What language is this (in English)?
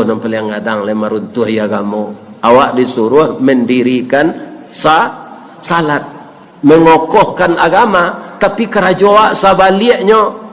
Minangkabau